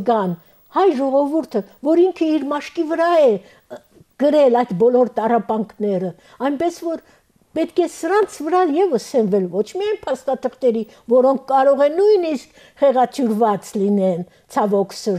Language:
Armenian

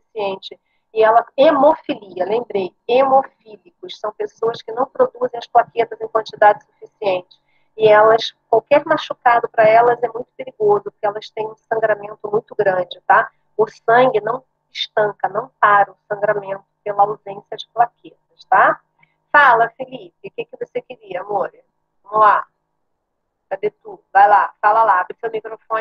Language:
Portuguese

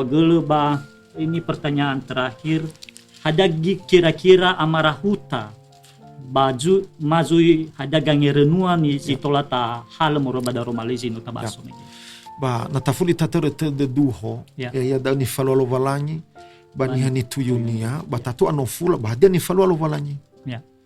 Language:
Nias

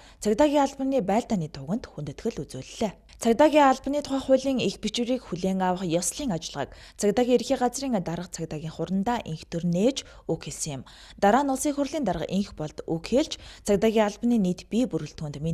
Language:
Mongolian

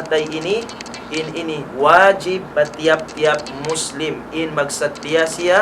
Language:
Tausug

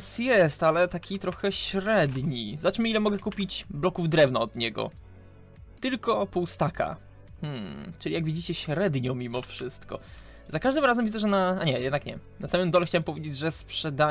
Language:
Polish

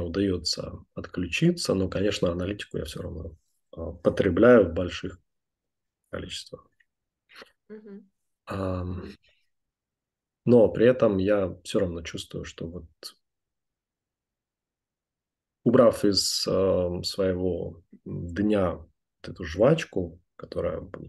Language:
Russian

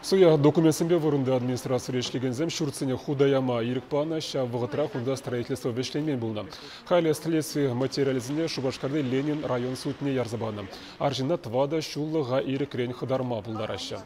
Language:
Chuvash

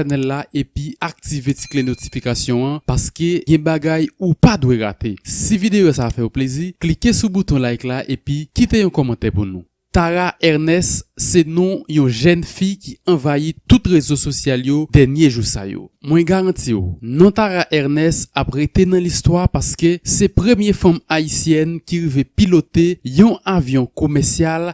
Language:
Haitian Creole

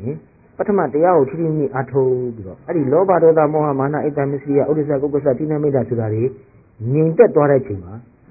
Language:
Burmese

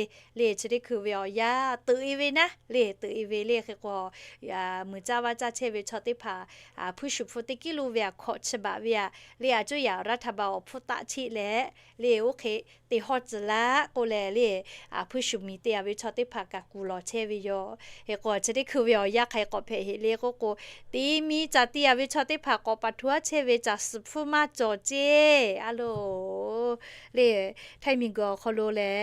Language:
Lahu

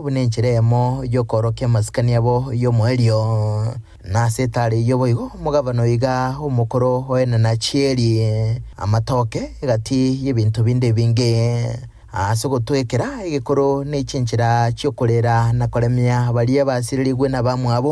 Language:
Gusii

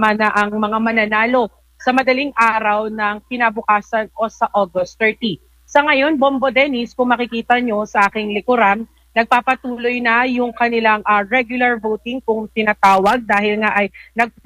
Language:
Filipino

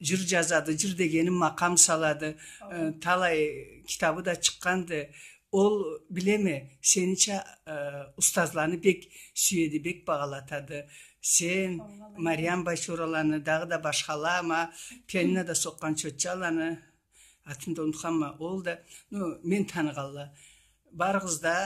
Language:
Karachay-Balkar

